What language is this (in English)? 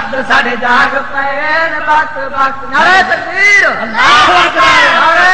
Saraiki